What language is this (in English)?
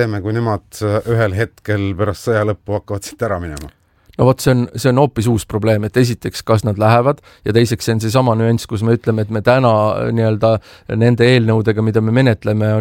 Estonian